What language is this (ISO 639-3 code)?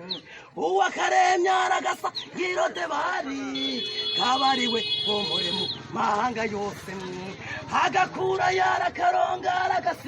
run